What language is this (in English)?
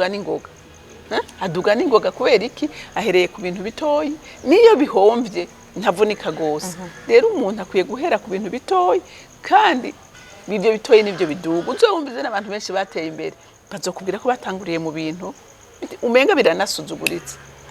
Rundi